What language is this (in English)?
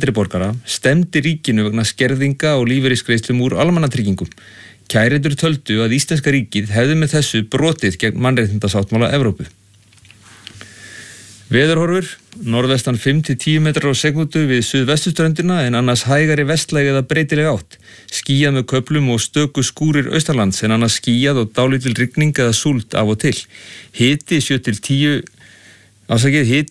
Icelandic